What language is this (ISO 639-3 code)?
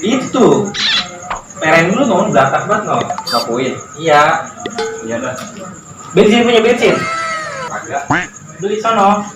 bew